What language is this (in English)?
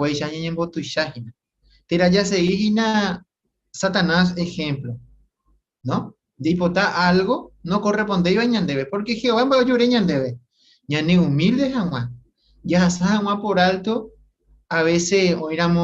Guarani